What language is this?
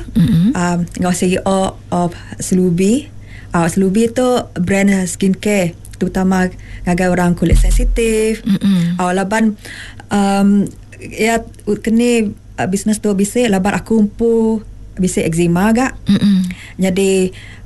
Iban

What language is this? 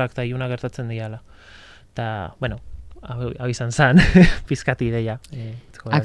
Basque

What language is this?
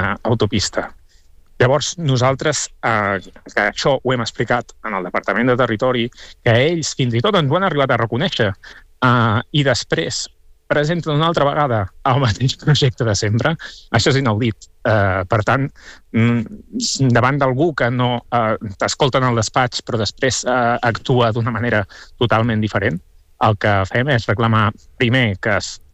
Catalan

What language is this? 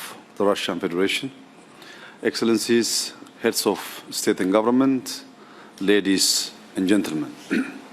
English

